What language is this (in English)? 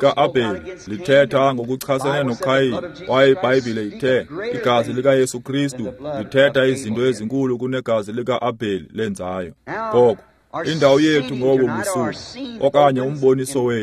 Xhosa